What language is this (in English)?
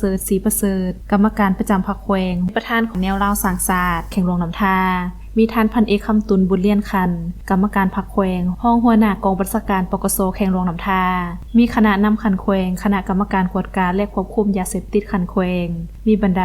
Lao